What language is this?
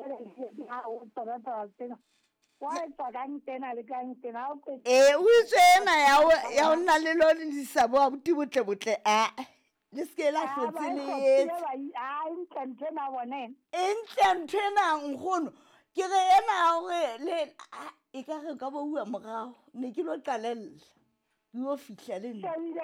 Southern Sotho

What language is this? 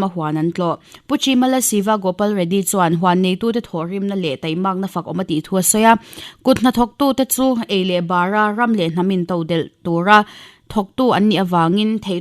Mizo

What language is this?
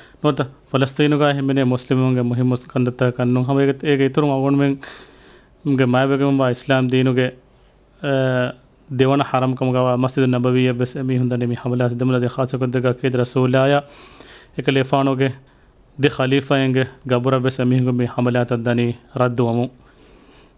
Divehi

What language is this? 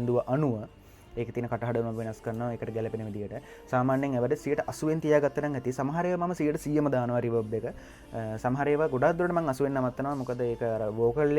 Sinhala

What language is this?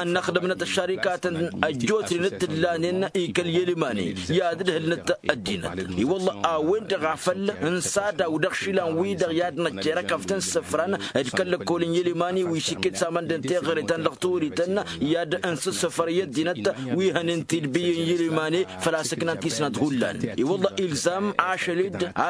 Tamasheq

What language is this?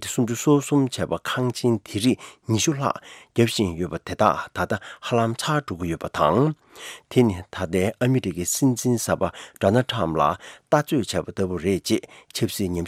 Tibetan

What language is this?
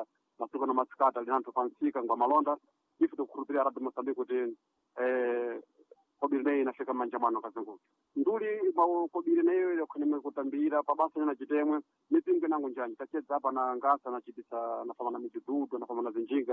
Sena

